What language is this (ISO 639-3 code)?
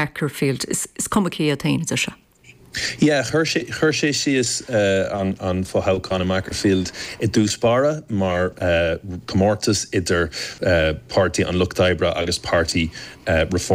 gle